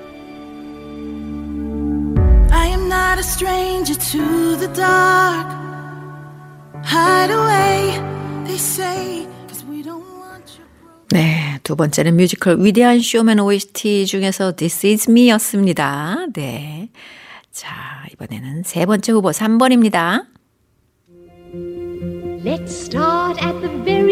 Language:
Korean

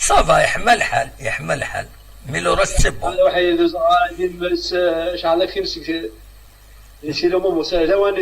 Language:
Kabyle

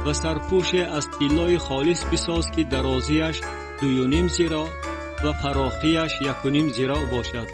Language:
Tajik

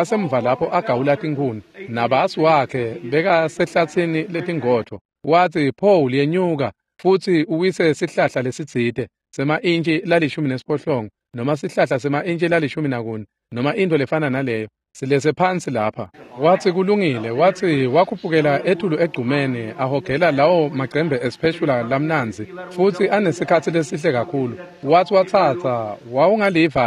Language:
Swati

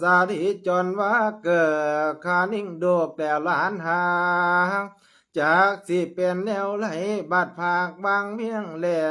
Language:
Lao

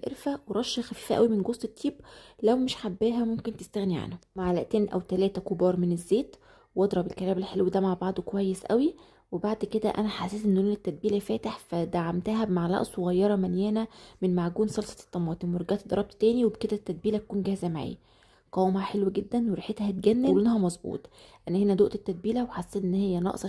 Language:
Egyptian Arabic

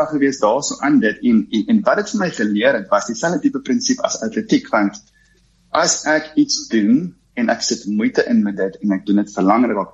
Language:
Afrikaans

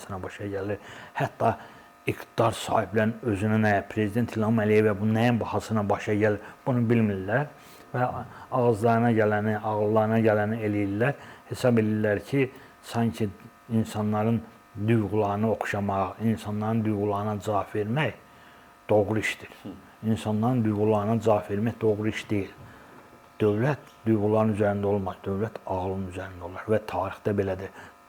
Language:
Azerbaijani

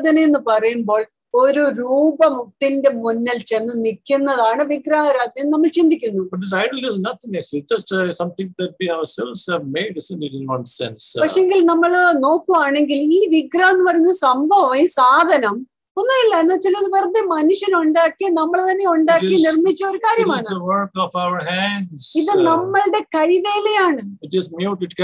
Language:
Malayalam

